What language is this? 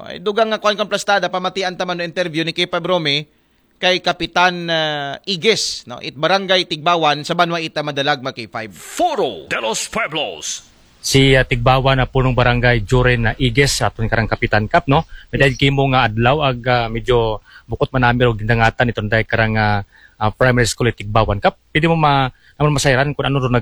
Aklanon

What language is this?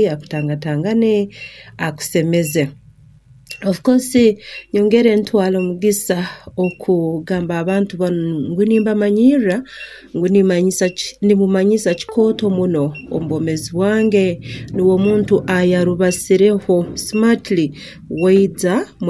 Nyankole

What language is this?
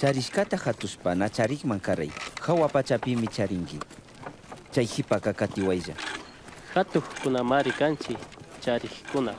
Chimborazo Highland Quichua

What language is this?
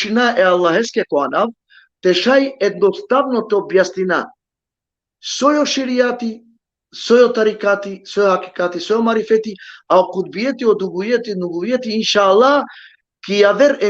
Balkan Romani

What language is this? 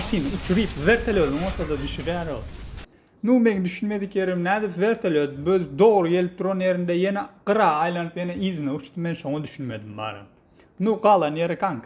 Turkmen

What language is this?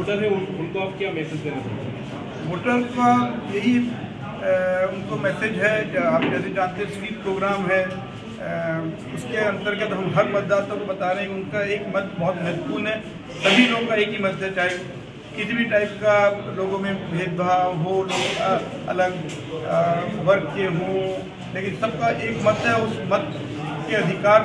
Hindi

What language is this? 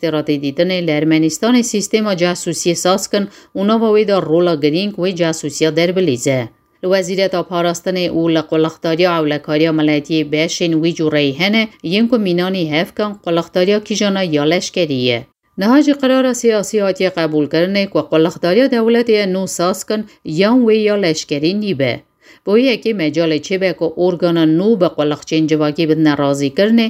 Kurdish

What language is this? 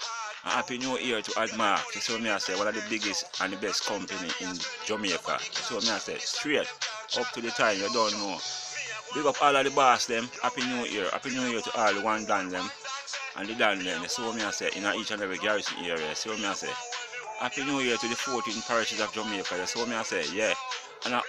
Jamaican Creole English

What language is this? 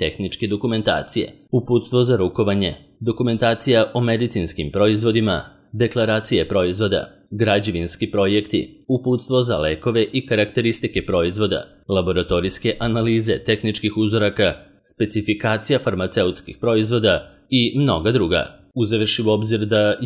Serbian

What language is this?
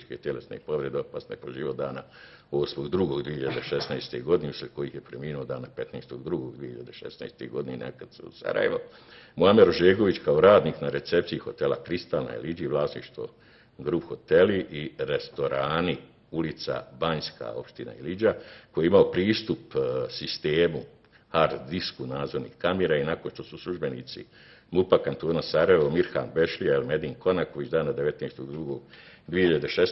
Bosnian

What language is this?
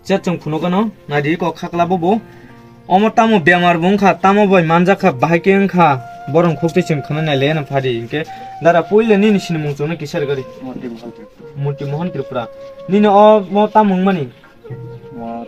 Kok Borok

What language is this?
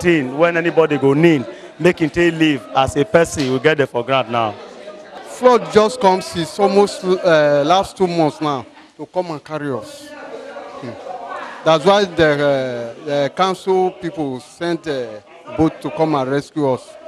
Nigerian Pidgin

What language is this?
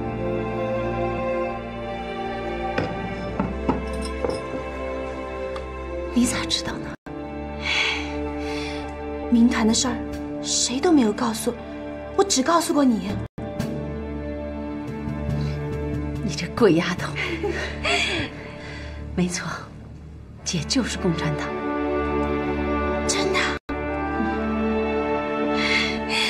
Chinese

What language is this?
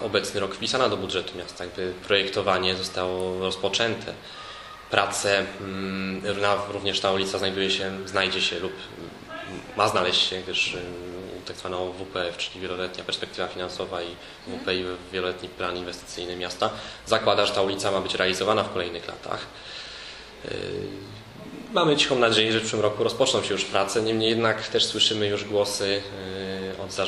Polish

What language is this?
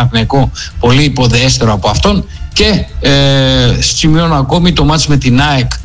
Greek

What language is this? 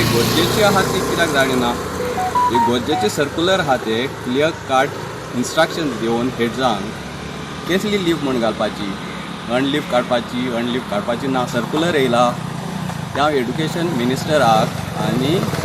Konkani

